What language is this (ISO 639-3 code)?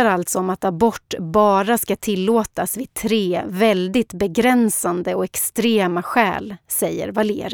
swe